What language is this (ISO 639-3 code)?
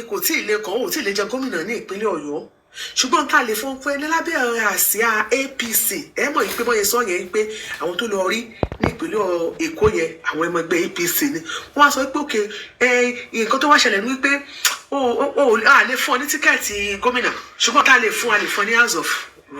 yor